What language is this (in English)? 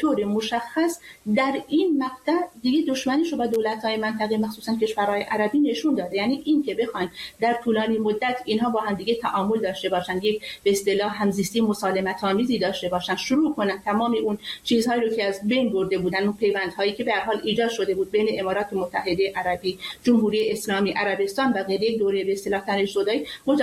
Persian